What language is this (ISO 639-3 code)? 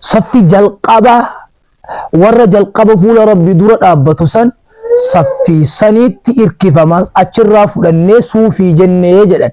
orm